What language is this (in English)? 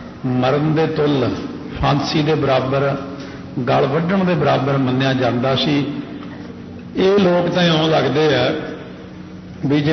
Punjabi